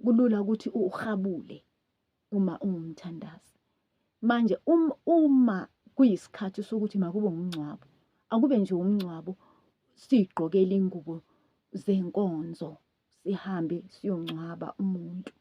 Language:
Zulu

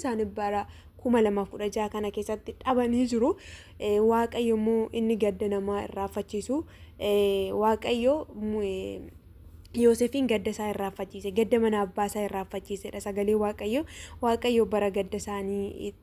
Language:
Oromo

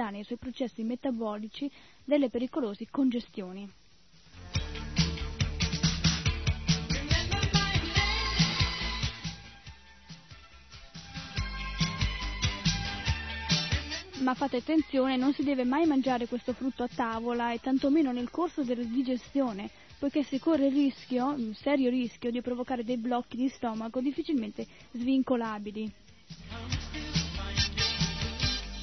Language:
Italian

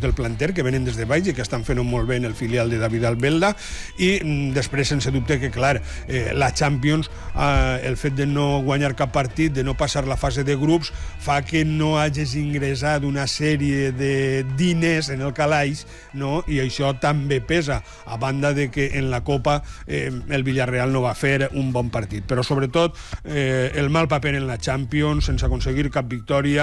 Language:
Catalan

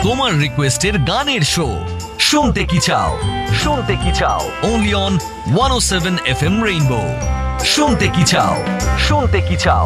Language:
Bangla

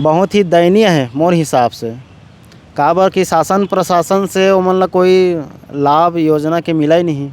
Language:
Chhattisgarhi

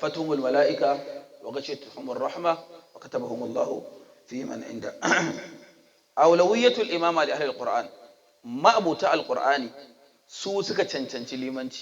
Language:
Hausa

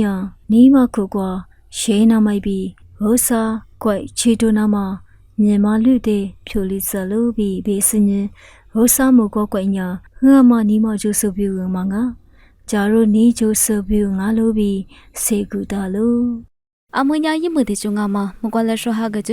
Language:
Lisu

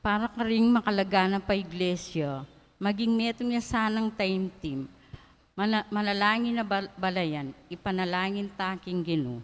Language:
Pampanga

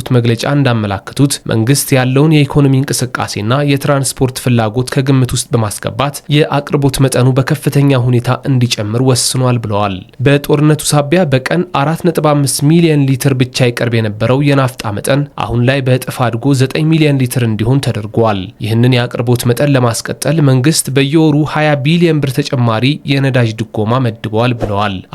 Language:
Amharic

